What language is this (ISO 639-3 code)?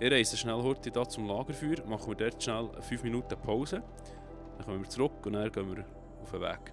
gsw